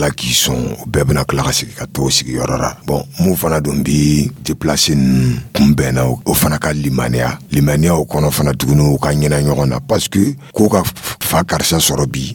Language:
Dyula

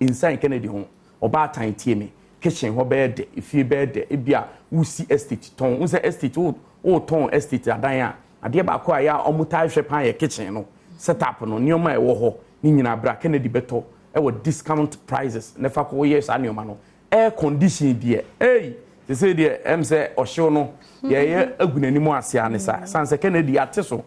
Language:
Akan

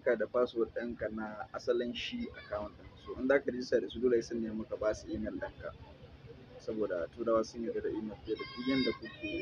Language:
Hausa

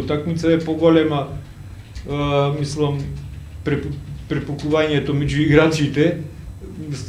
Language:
Macedonian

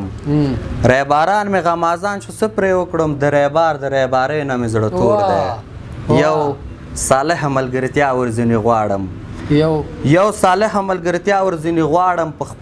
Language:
Pashto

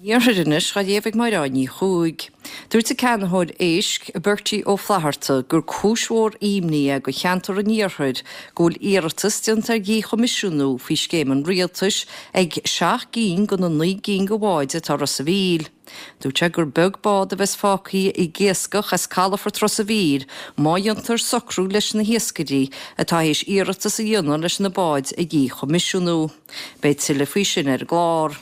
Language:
Irish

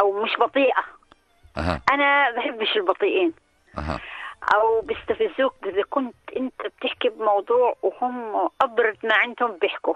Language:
North Levantine Arabic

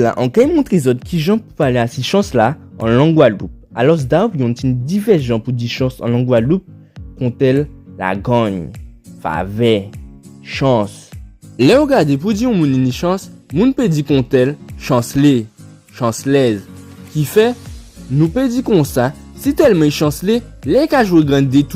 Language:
Guadeloupean Creole French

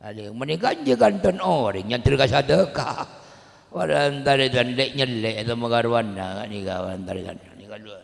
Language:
Madurese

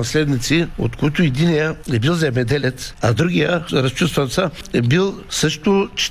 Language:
Bulgarian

